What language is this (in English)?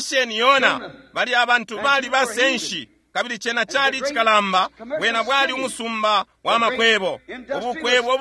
Bemba